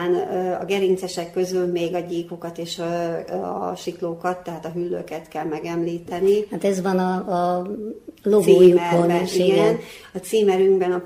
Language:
Hungarian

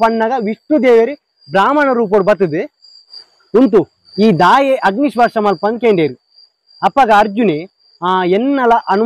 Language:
Tulu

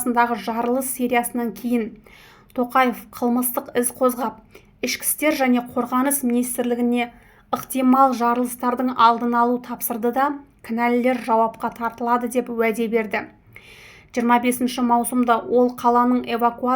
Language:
Kazakh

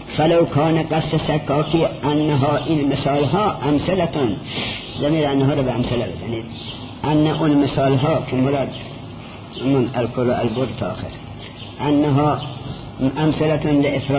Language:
Persian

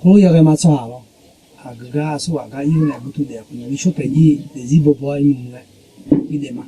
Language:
Akha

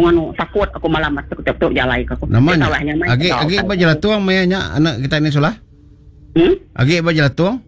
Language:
Iban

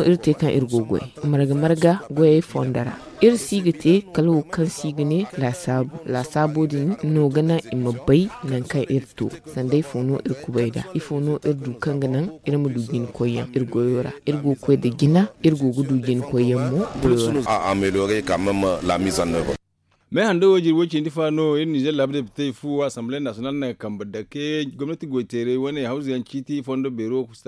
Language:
Zarma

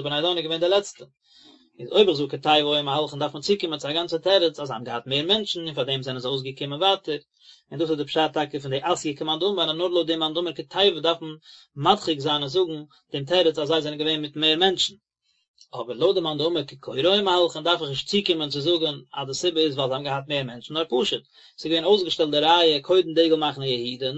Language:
Yiddish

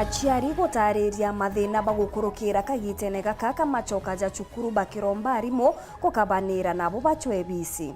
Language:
Meru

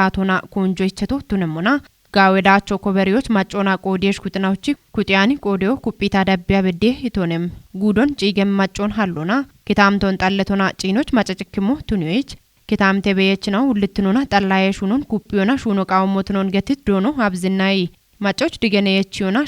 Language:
Kafa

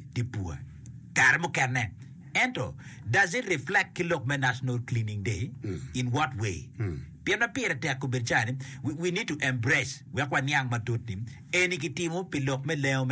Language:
Acoli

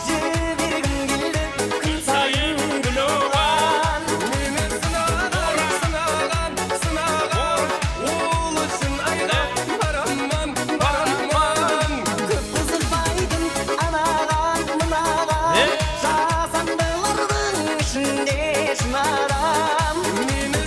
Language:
Kara-Kalpak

